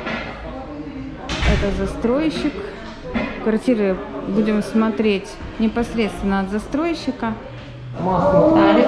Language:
Russian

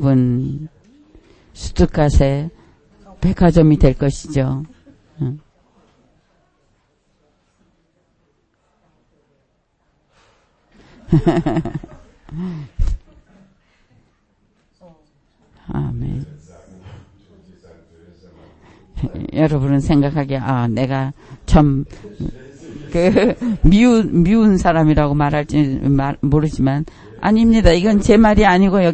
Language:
Korean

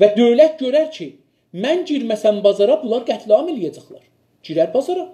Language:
South Azerbaijani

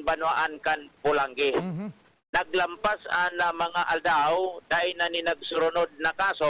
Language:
Bikol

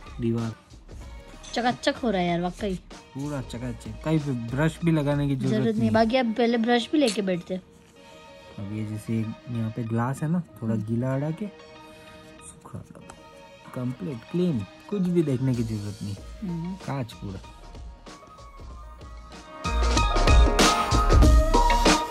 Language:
Hindi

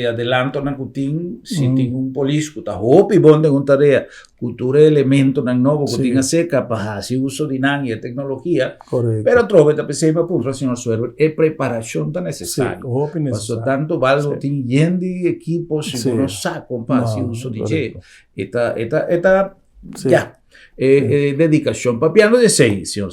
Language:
Papiamento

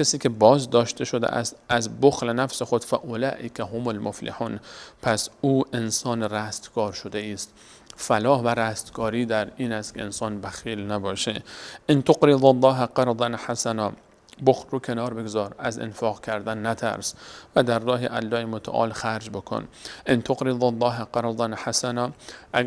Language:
Persian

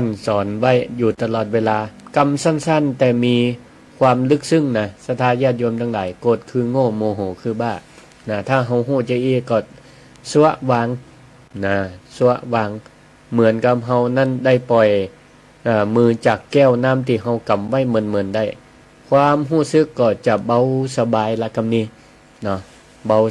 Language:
Northern Thai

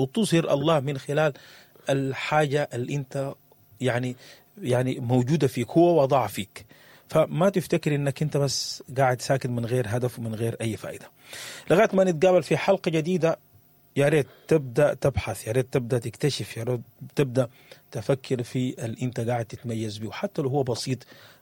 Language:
Sudanese Arabic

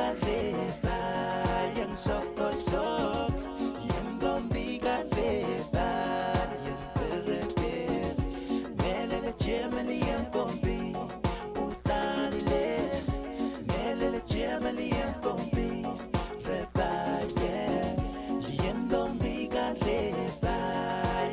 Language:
Pohnpeian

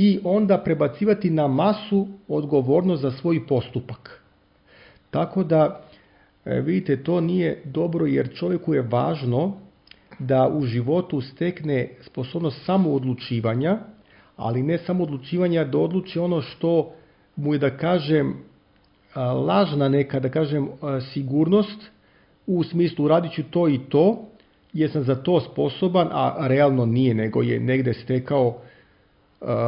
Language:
Serbian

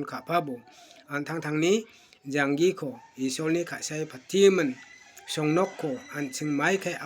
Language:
Garo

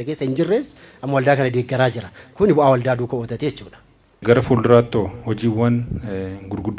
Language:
Oromo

